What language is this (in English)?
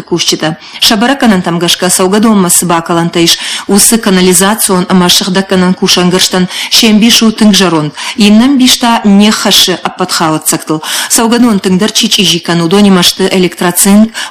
Ossetic